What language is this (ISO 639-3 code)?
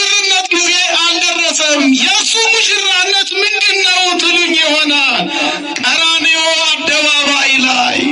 amh